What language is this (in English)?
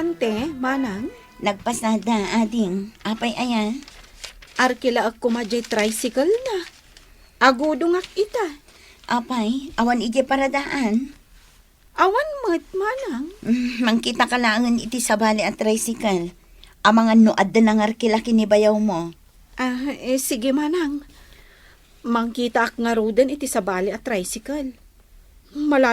Iloko